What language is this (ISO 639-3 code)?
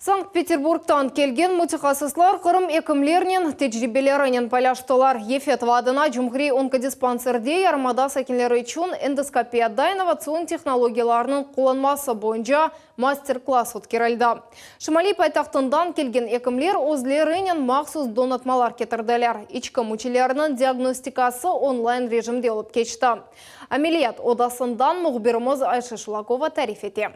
crh